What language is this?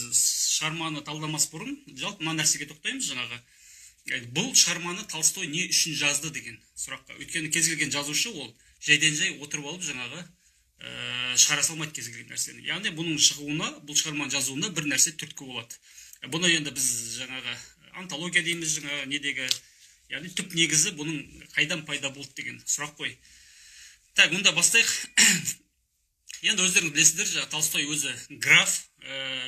Kazakh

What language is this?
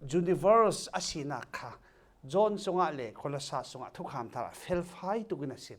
Falam Chin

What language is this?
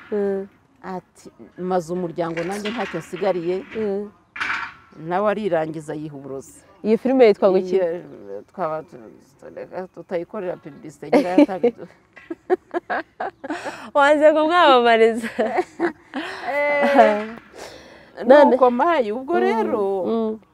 Kinyarwanda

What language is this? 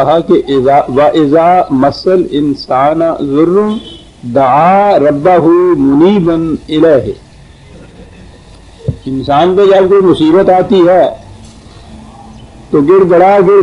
Urdu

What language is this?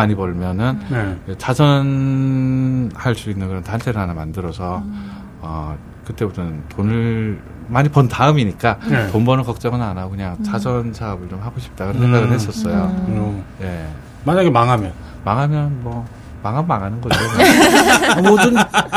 Korean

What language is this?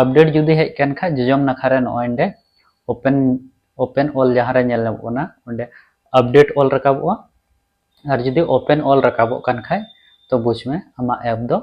Santali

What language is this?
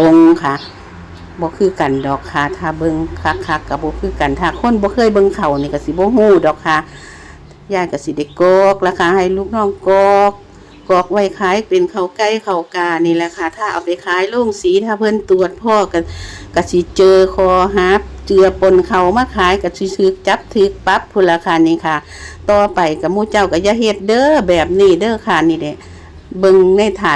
Northeastern Thai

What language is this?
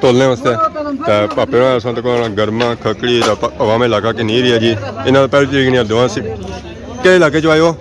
Pahari-Potwari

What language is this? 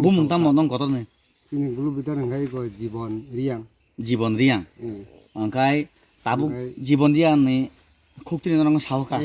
Kok Borok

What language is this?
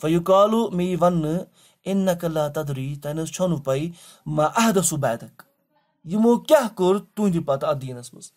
Kashmiri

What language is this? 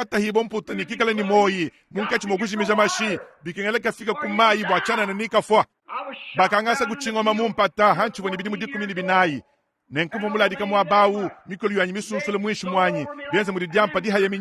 Luba-Lulua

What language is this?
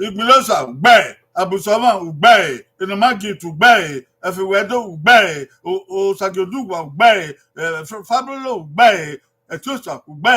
Bini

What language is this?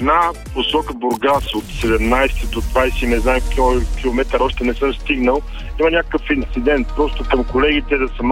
Bulgarian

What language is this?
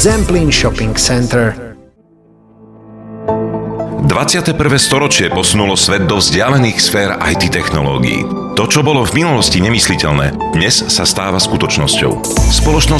Slovak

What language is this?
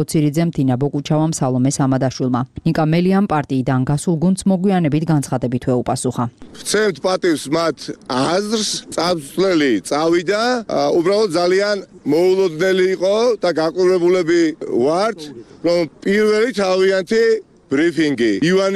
Georgian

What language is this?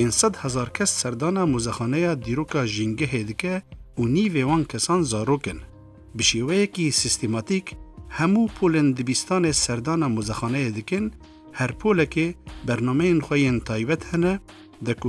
Kurdish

